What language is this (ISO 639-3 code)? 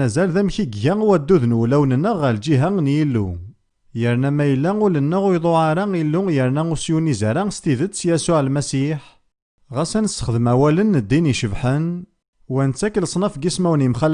kab